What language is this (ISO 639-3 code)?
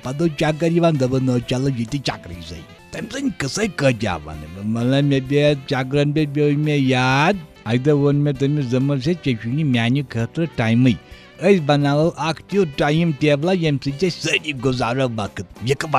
kas